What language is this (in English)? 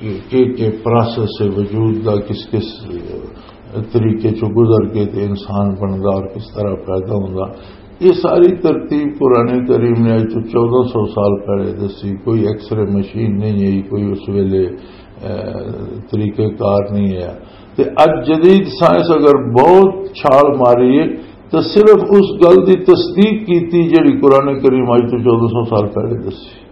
Western Panjabi